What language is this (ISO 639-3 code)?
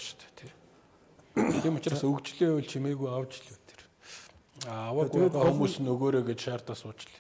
mon